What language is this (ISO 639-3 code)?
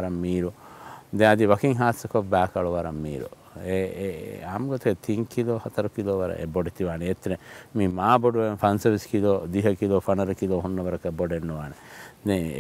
div